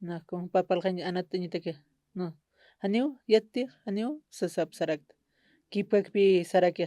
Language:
Aymara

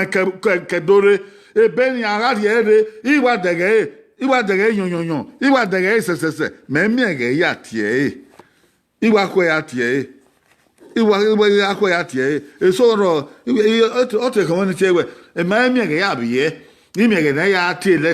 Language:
Bini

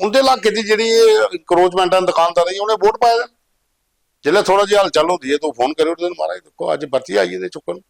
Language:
Dogri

